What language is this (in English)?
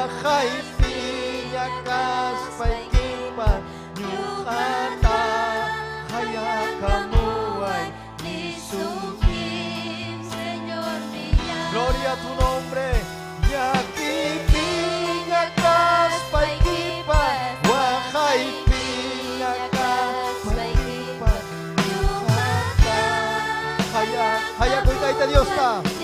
Ayacucho Quechua